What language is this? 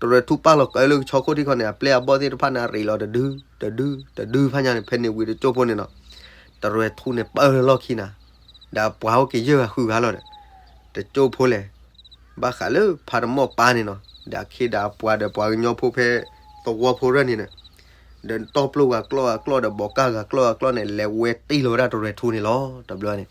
S'gaw Karen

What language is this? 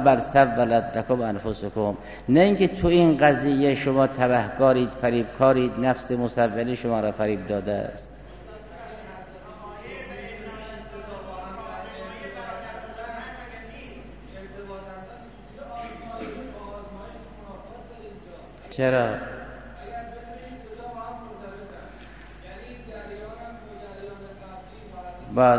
Persian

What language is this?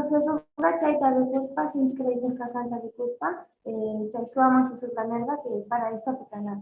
Quechua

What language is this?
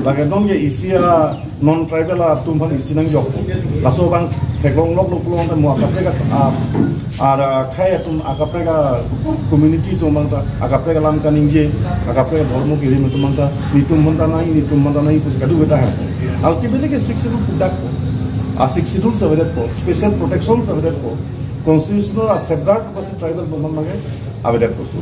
Karbi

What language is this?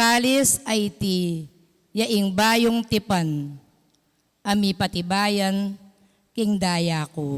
Pampanga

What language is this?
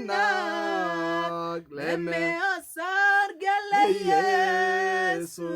Masai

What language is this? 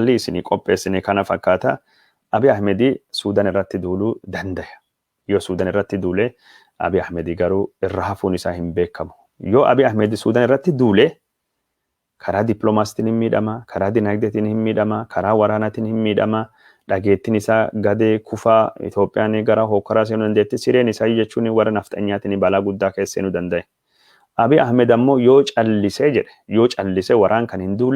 Oromo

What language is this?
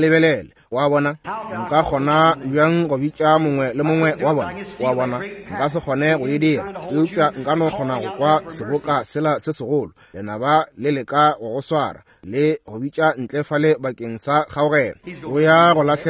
Northern Sotho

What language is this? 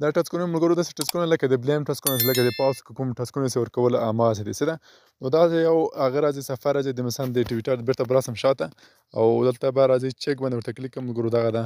Pashto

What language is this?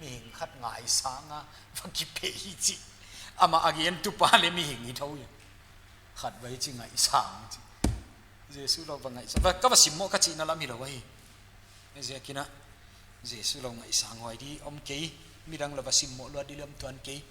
Paite Chin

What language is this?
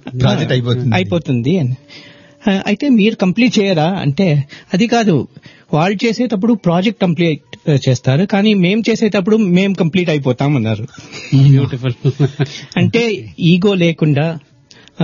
Telugu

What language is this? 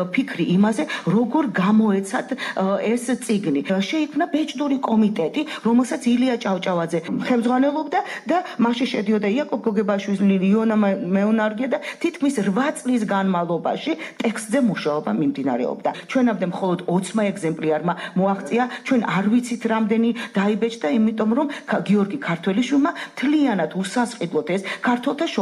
Georgian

